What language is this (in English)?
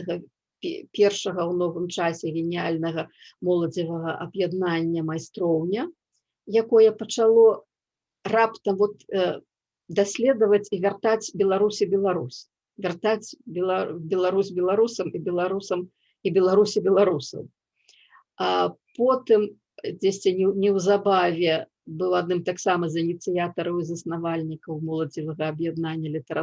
Belarusian